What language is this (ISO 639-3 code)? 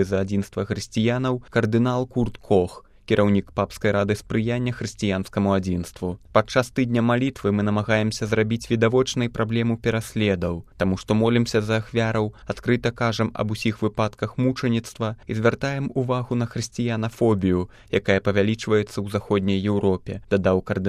bel